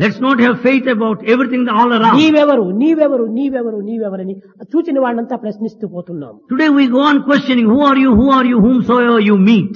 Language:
Telugu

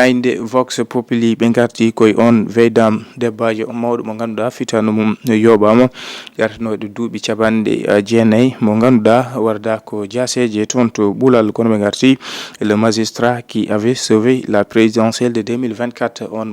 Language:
Fula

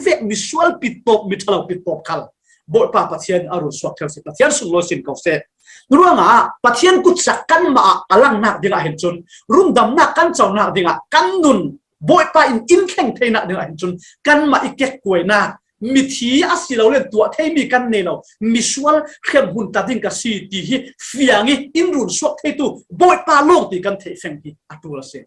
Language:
Falam Chin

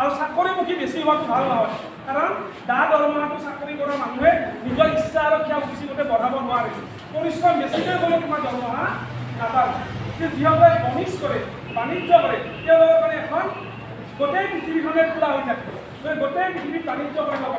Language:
Assamese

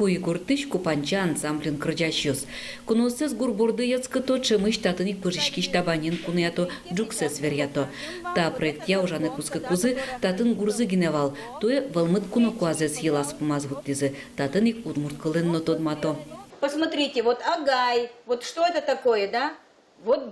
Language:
Udmurt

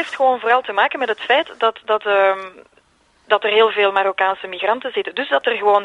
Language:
Dutch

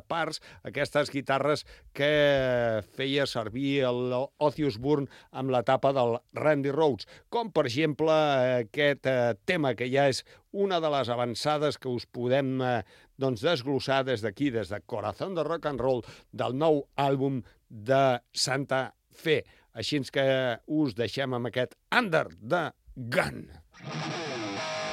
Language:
Catalan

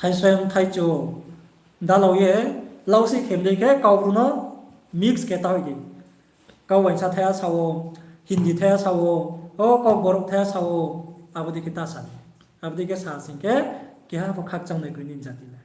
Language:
Riang (India)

